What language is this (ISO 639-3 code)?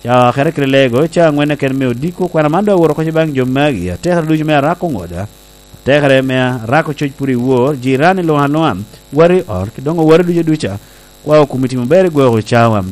laj